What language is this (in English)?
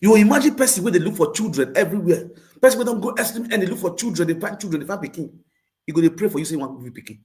Nigerian Pidgin